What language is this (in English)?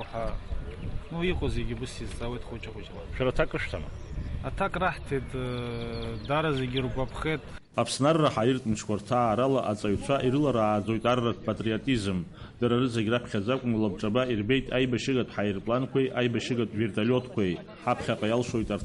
Abkhazian